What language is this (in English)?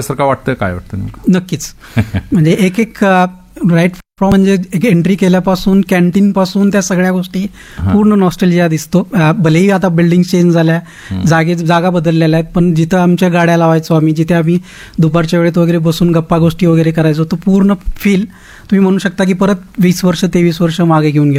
Marathi